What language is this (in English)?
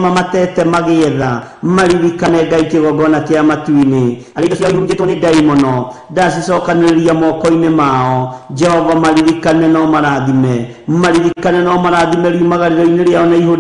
Kikuyu